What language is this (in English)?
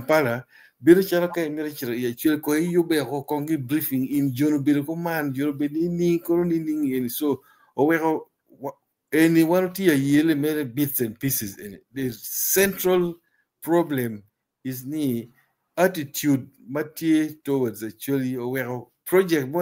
Acoli